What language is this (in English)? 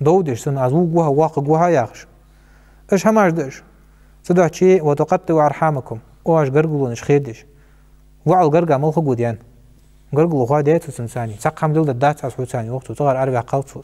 Ingush